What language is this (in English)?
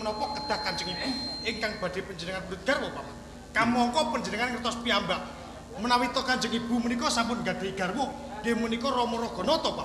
Javanese